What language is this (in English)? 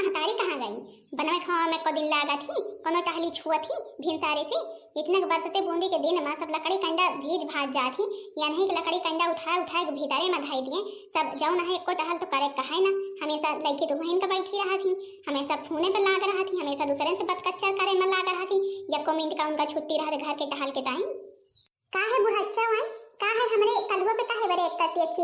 Awadhi